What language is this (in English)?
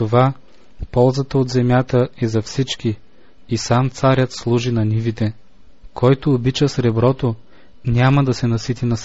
Bulgarian